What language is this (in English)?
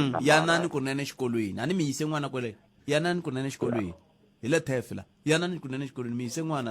Tsonga